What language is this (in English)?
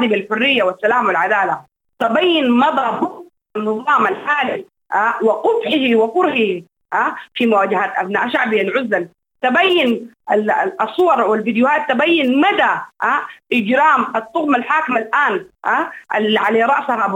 Sudanese Arabic